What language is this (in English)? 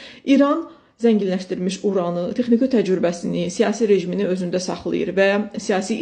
Azerbaijani